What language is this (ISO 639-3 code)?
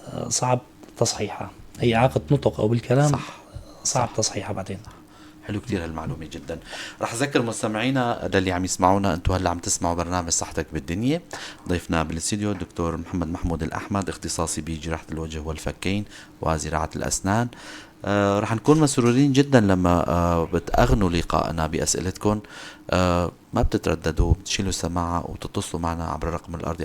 apc